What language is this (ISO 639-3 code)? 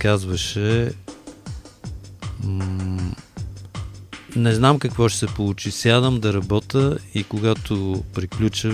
bul